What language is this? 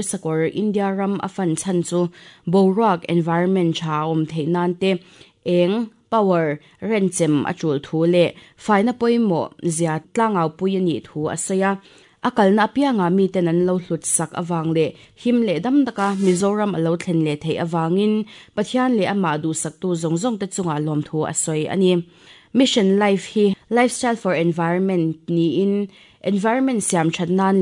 Mizo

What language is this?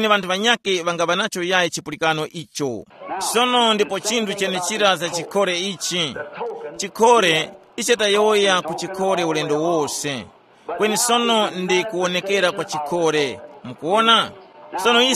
Tumbuka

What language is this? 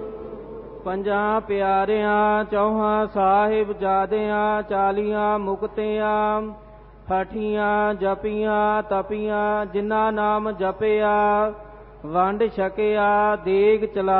Punjabi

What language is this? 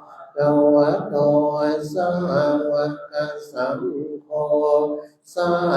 Pali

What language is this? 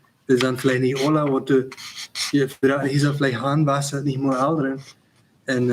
Plautdietsch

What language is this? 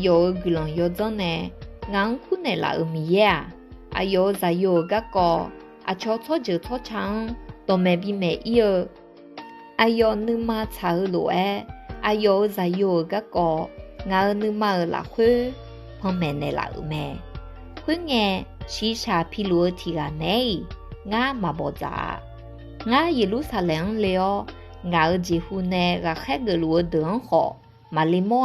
Akha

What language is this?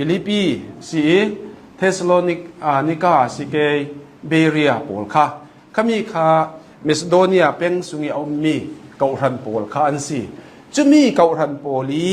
Hakha Chin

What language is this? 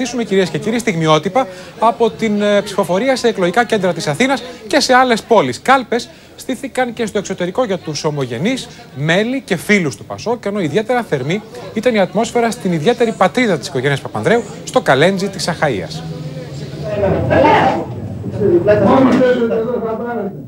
Greek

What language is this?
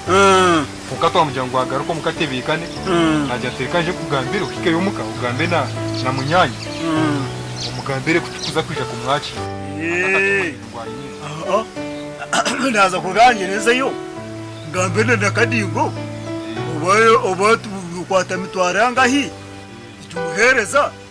Nyankole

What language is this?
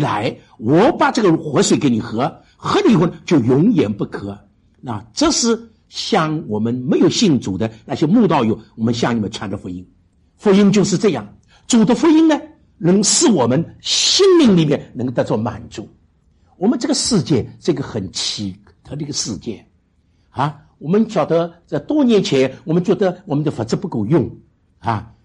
Chinese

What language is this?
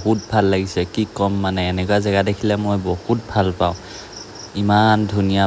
Assamese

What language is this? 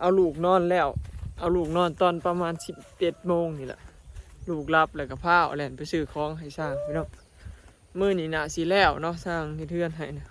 Northeastern Thai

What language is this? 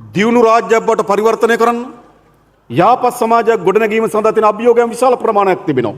Sinhala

